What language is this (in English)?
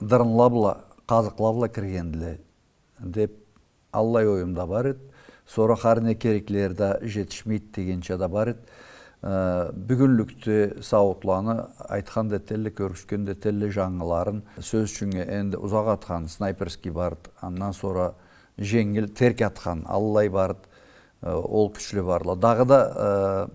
Karachay-Balkar